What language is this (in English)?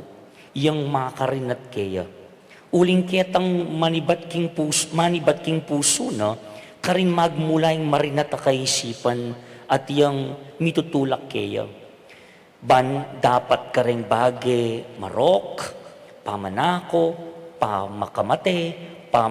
Pampanga